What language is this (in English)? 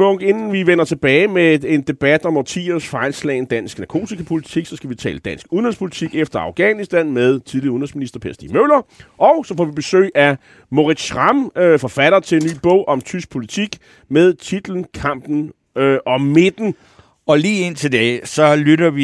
Danish